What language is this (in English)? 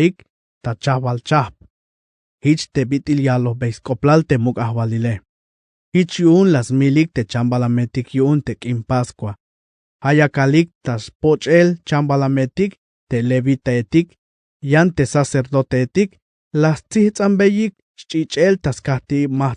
Tzeltal